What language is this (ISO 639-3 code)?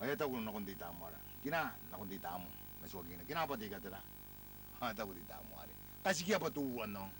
gil